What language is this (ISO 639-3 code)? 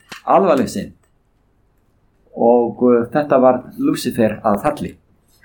isl